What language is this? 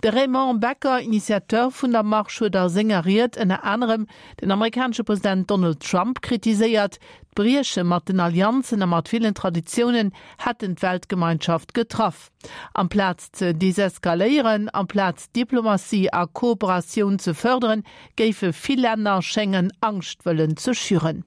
Luxembourgish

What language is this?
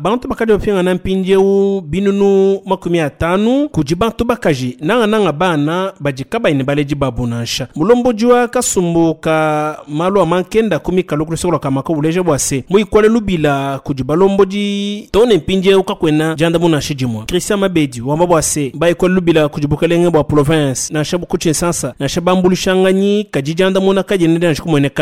Luba-Lulua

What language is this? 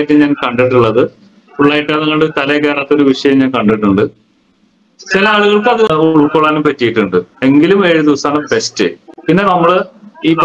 Malayalam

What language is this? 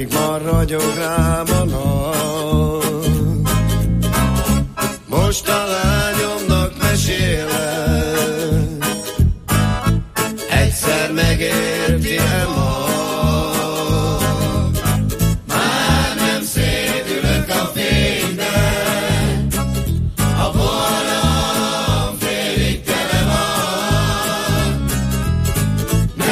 Hungarian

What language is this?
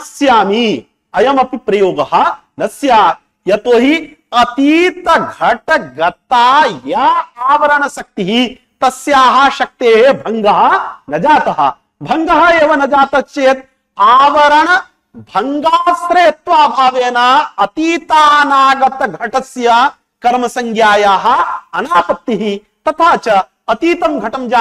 Sanskrit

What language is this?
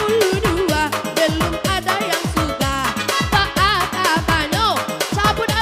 Minangkabau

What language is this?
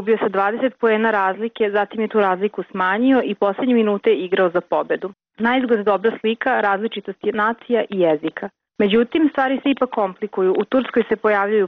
Serbian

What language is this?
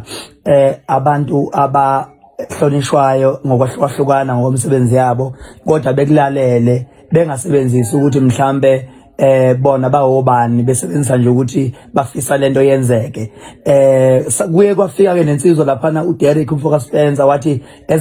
Zulu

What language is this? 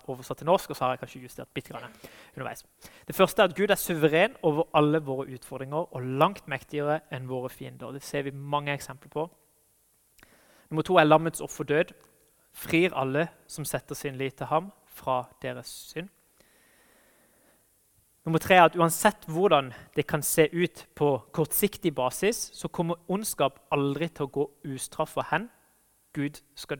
Norwegian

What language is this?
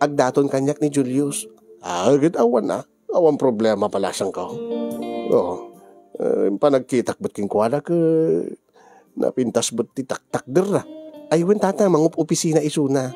Iloko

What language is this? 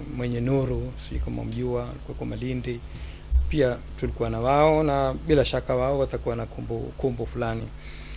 Swahili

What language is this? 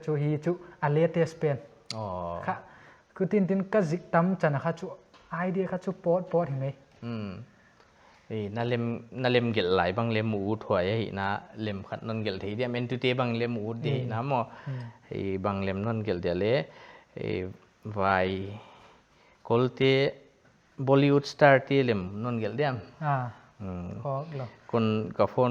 Paite Chin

